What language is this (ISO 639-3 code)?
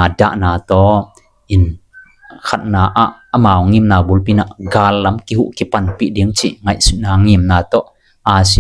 ctd